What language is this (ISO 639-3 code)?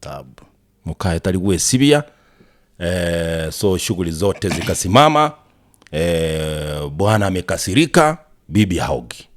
guz